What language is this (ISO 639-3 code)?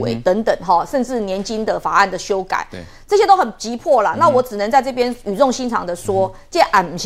zho